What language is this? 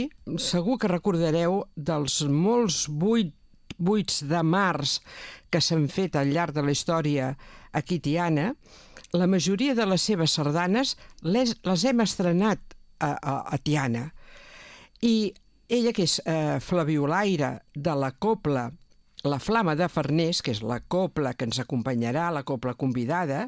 Catalan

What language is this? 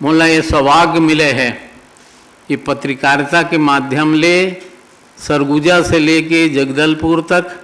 Chhattisgarhi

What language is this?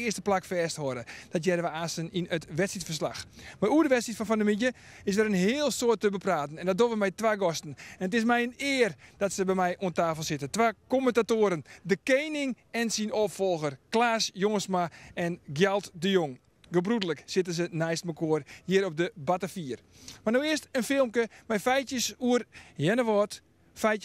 Western Frisian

